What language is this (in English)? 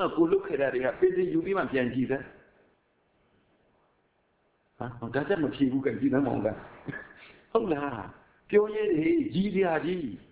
Burmese